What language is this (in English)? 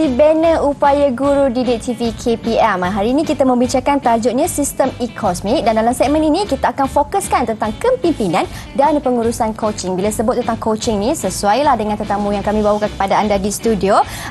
Malay